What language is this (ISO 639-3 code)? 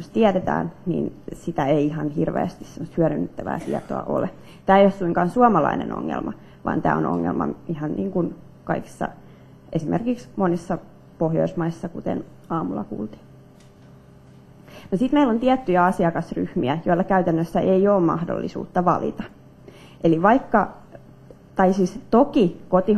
fin